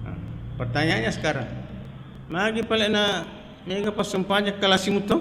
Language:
Buginese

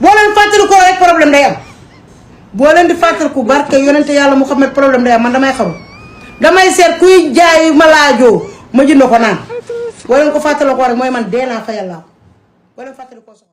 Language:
Wolof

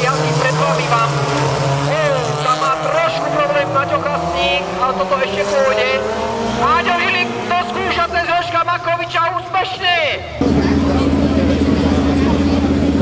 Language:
Slovak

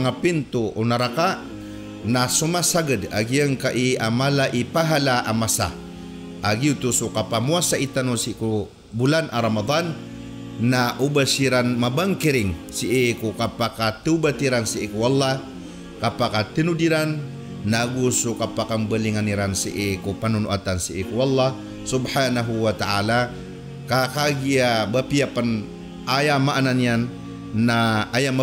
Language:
Maranao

